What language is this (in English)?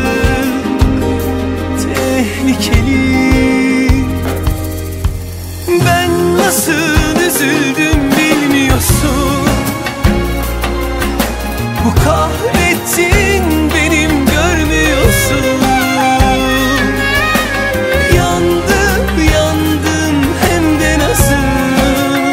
Turkish